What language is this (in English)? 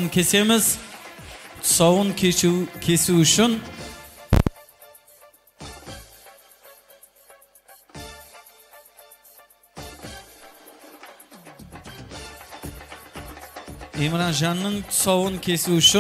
Kara-Kalpak